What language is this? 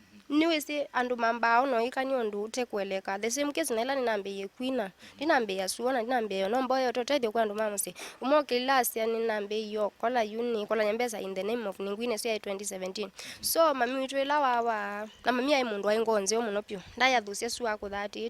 Kamba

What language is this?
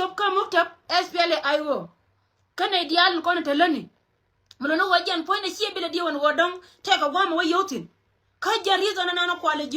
Nuer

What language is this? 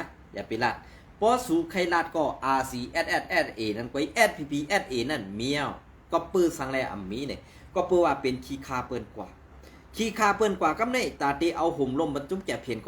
Shan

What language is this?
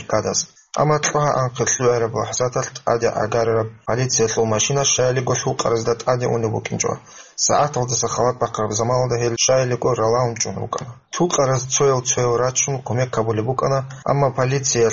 Avaric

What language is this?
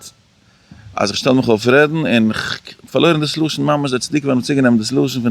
Yiddish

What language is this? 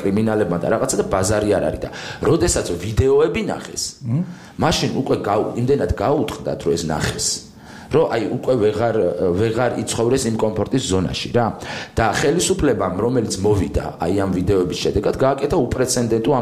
Georgian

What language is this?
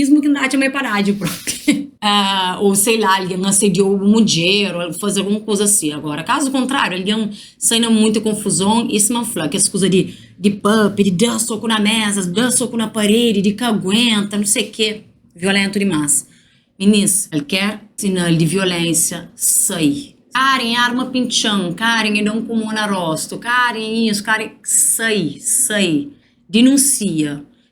Kabuverdianu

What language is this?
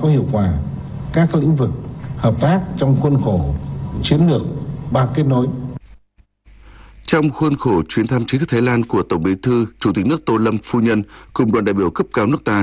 Vietnamese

